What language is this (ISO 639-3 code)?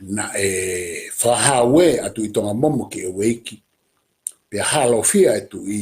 ton